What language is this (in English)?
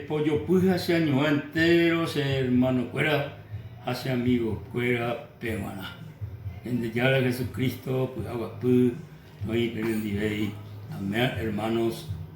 Guarani